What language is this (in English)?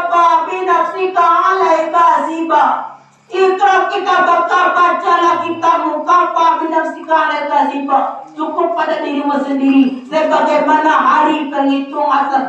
Minangkabau